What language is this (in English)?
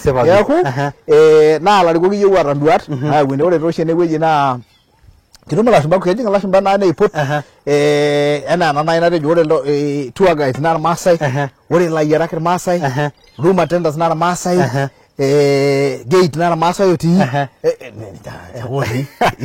Masai